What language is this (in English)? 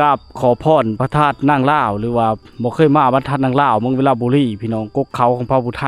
Lao